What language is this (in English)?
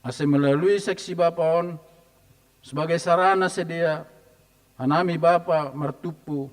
Batak Simalungun